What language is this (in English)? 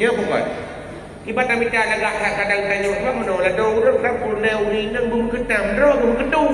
Achinese